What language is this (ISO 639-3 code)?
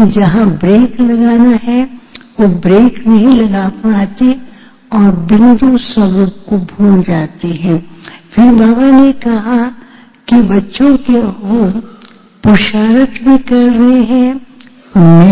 hin